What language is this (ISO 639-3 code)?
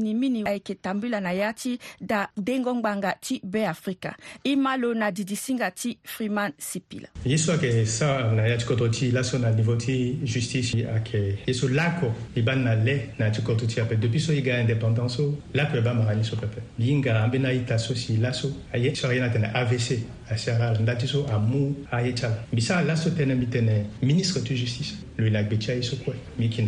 sag